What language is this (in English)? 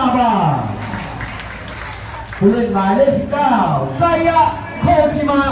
Thai